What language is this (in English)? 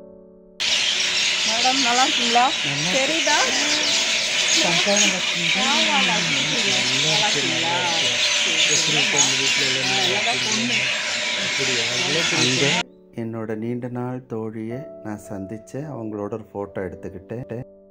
Tamil